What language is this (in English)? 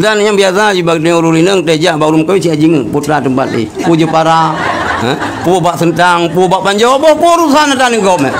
Achinese